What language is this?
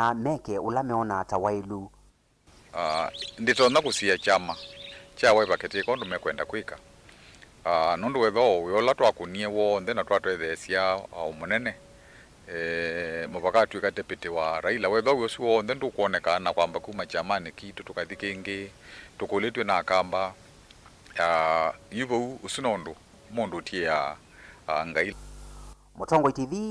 Kamba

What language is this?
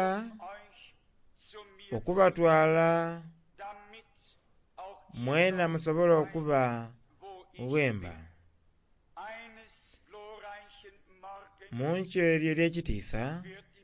Soga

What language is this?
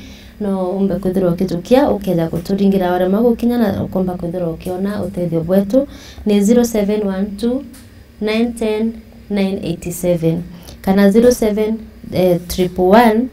Meru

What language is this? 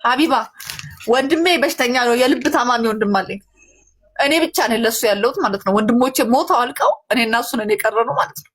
Amharic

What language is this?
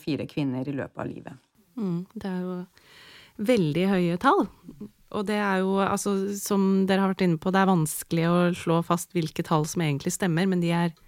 Norwegian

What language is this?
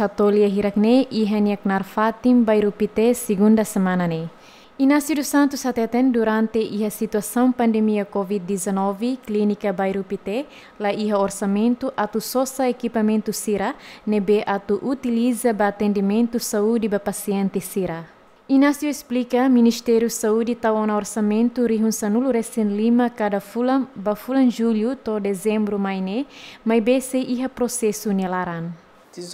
Tetum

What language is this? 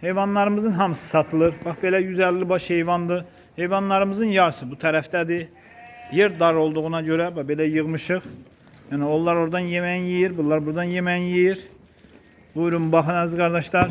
Azerbaijani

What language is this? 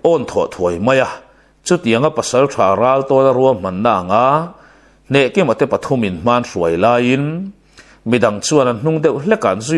Mizo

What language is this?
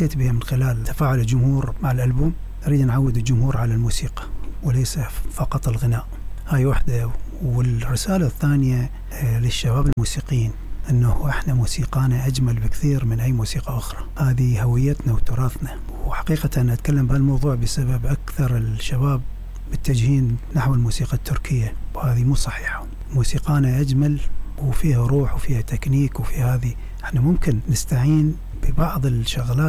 Mesopotamian Arabic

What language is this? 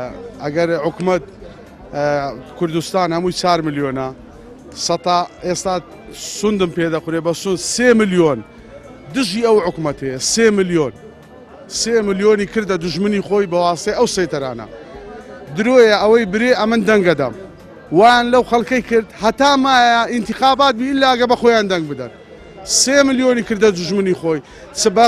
Central Kurdish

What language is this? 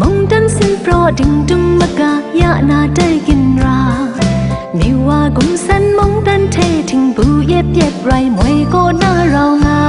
Kachin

